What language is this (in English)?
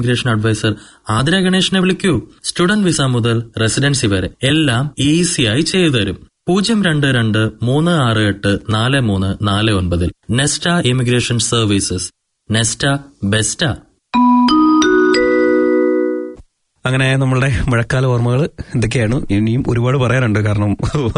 Malayalam